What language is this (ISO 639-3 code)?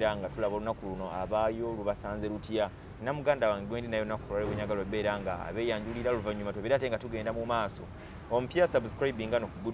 lug